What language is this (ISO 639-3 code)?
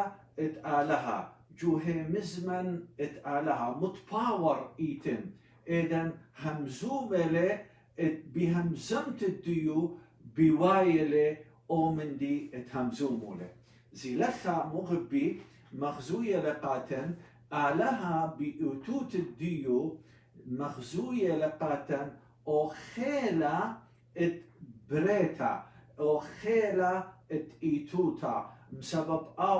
aii